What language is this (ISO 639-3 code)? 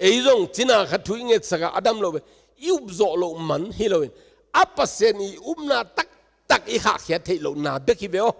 ctd